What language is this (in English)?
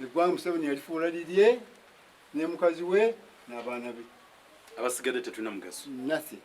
Ganda